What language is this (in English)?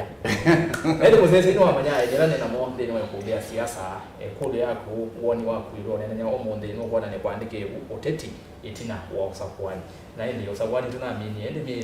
Kamba